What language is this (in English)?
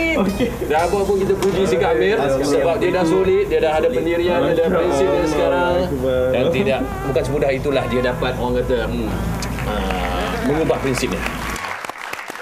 Malay